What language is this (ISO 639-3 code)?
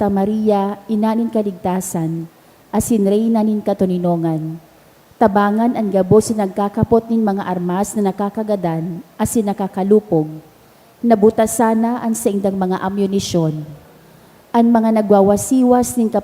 bik